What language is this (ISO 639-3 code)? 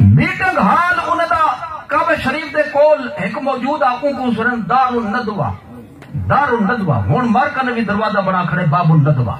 skr